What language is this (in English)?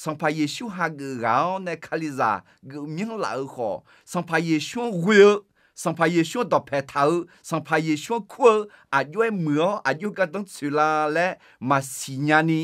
Akha